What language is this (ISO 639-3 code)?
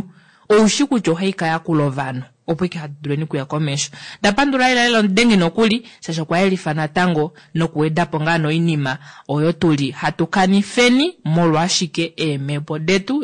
kua